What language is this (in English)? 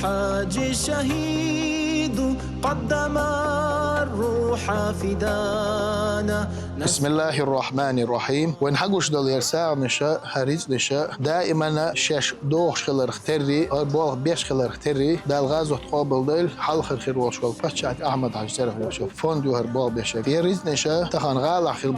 Chechen